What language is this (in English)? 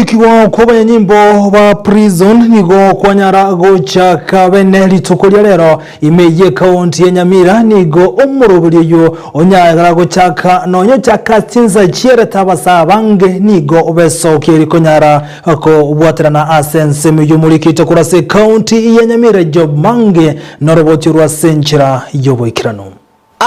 Gusii